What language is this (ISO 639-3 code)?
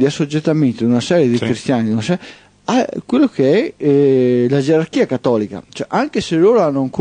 ita